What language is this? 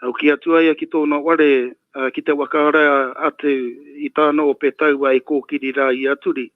Māori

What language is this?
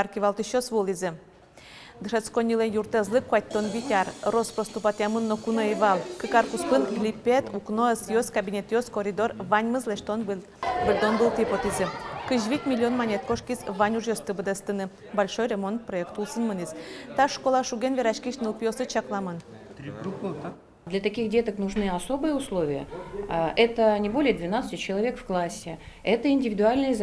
Udmurt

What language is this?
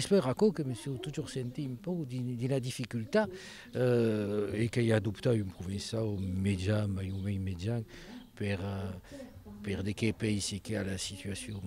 Occitan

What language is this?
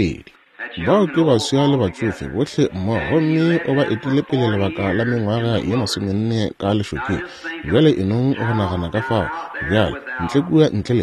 Northern Sotho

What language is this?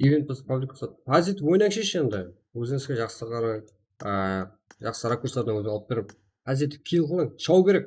Kara-Kalpak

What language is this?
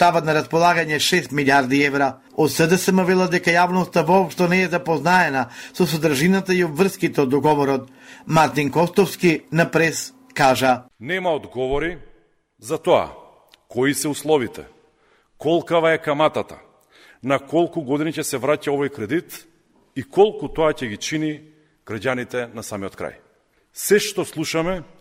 Macedonian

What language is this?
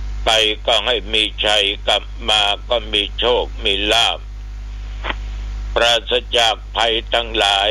Thai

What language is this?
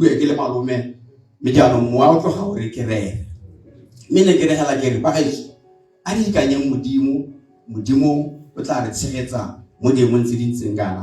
Tswana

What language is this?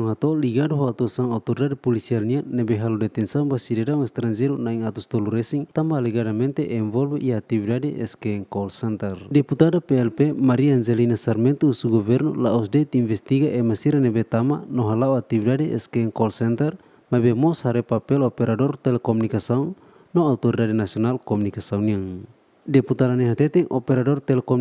Tetum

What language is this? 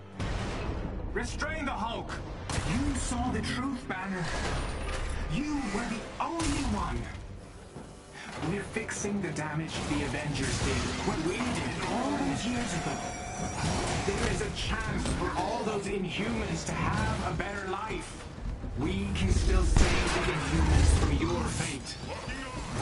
English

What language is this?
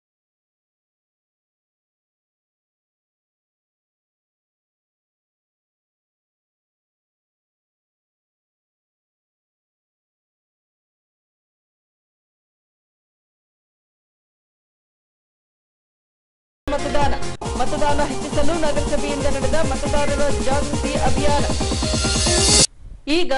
Kannada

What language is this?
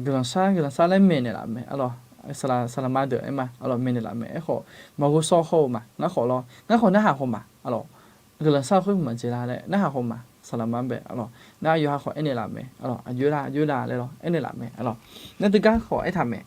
Akha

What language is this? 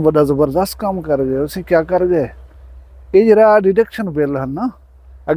Saraiki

